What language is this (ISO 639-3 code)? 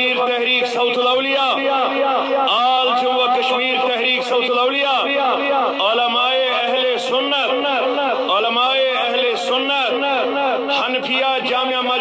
kas